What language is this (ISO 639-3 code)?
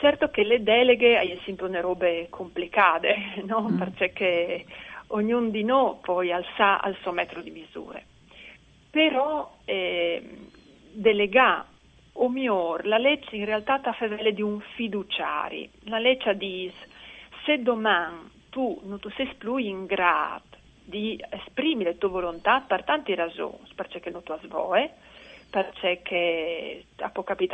fur